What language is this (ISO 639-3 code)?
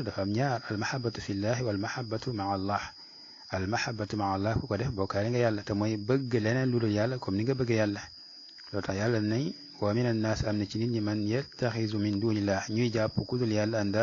wol